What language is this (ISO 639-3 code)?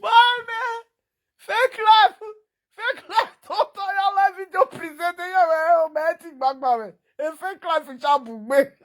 pcm